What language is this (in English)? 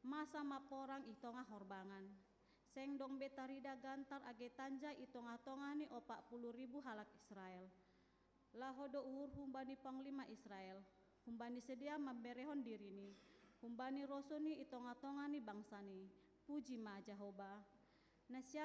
Batak Simalungun